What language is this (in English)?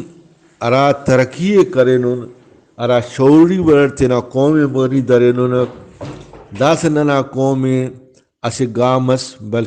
Brahui